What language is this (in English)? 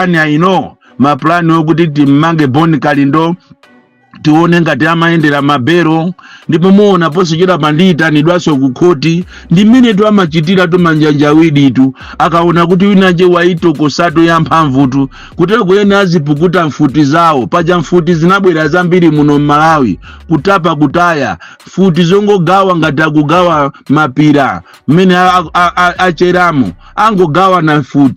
Nyanja